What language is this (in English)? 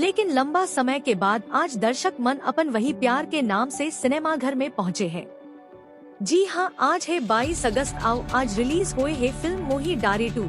Chhattisgarhi